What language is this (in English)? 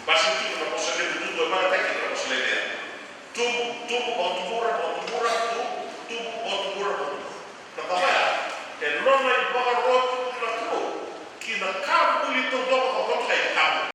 Fijian